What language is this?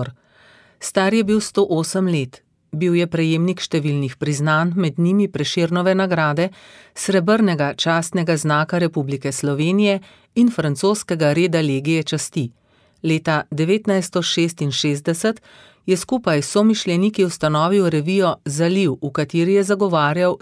Slovenian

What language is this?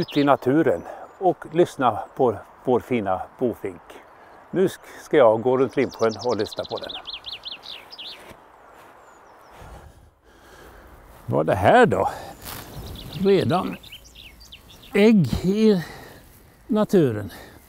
Swedish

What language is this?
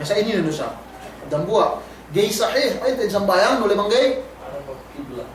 Yakan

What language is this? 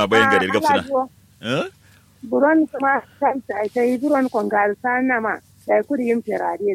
Kanuri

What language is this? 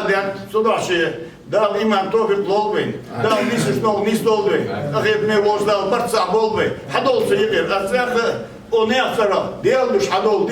Ingush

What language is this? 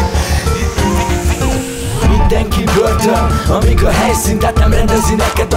Hungarian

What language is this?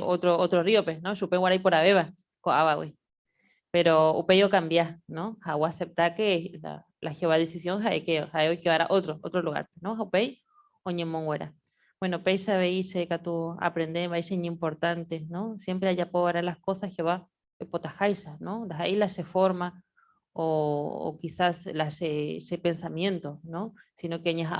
Guarani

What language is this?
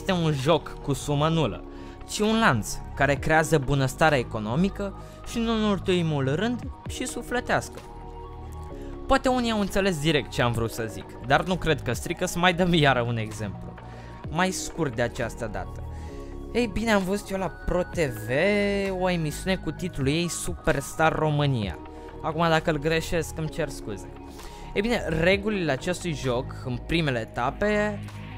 Romanian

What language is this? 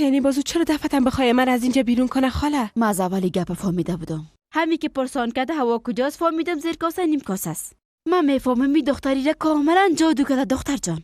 Persian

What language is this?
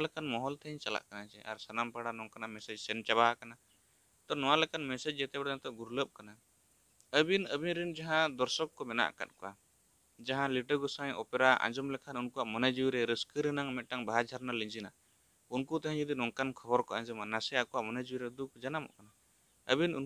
Santali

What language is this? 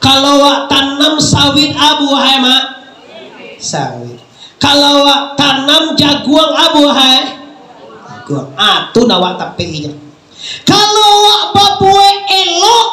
Minangkabau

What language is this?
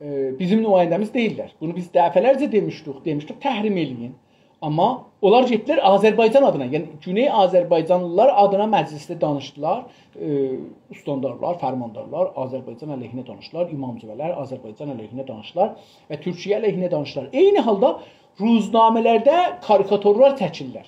South Azerbaijani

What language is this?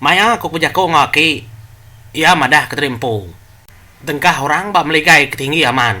Iban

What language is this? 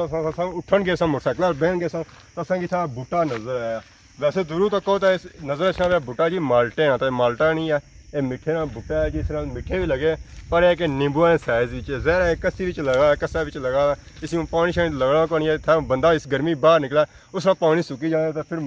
Pahari-Potwari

